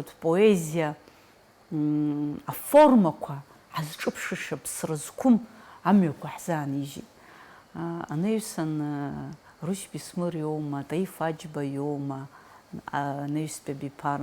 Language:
Abkhazian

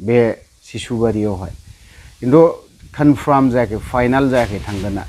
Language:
Bodo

